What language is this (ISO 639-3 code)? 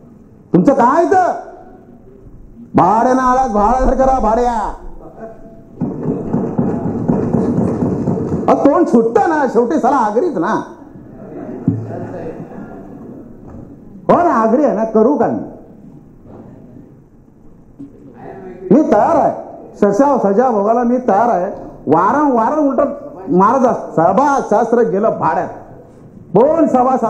mar